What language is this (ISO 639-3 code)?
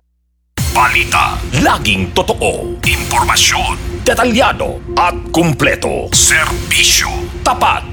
fil